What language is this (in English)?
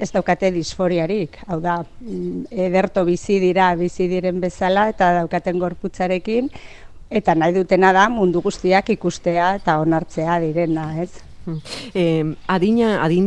Basque